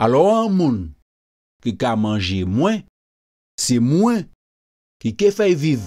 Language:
Guadeloupean Creole French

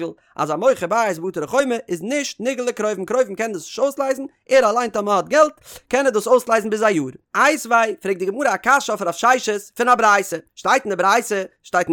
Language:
Yiddish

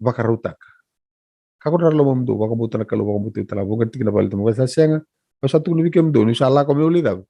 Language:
Fijian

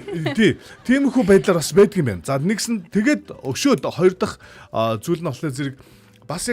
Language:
Mongolian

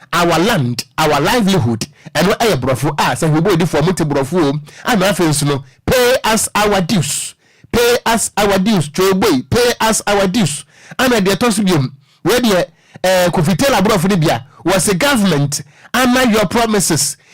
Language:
Akan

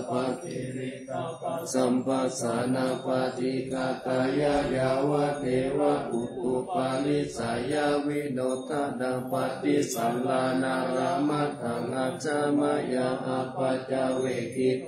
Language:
Pali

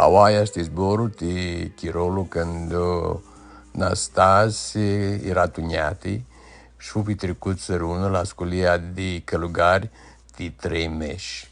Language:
Aromanian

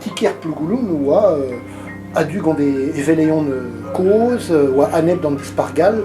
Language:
Breton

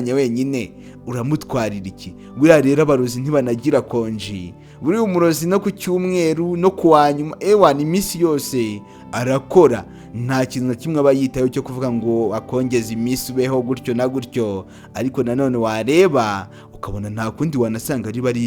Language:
Kinyarwanda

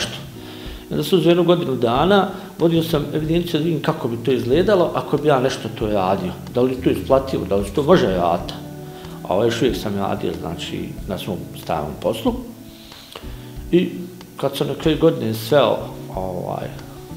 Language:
Bosnian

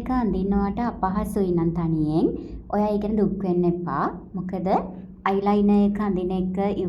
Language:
Sinhala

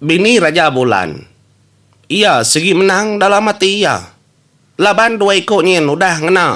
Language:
Iban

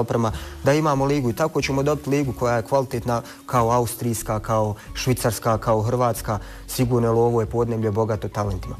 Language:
Bosnian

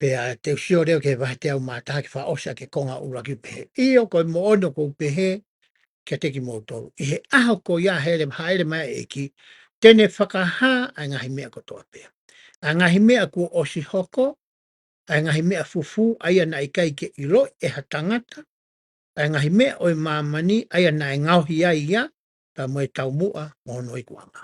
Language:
Tongan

